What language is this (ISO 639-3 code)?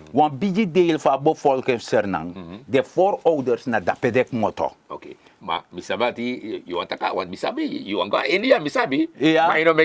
srn